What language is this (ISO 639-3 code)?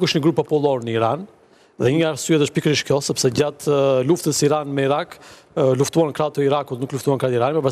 sqi